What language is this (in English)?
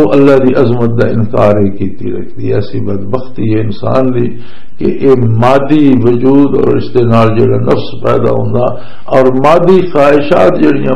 Western Panjabi